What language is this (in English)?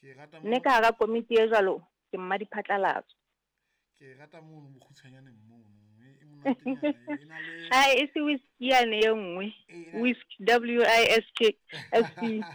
Southern Sotho